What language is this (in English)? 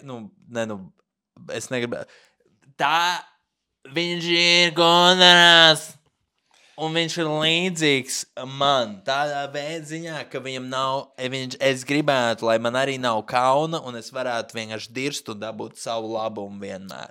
Latvian